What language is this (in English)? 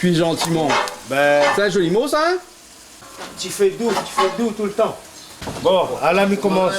Réunion Creole French